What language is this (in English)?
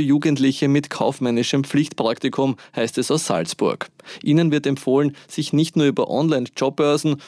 German